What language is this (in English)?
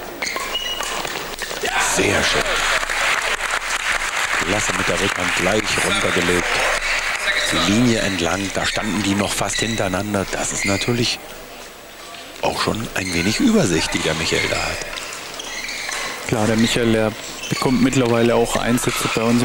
German